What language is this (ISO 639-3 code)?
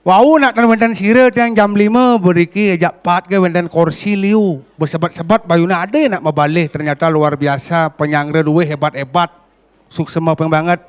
ban